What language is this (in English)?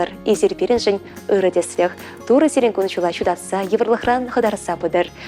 Chuvash